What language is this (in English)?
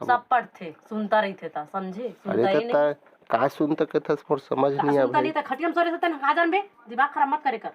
Chhattisgarhi